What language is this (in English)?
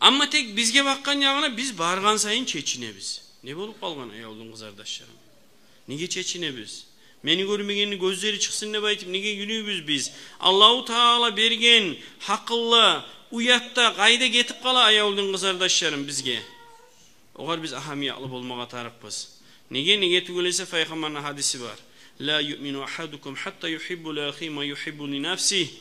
Kumyk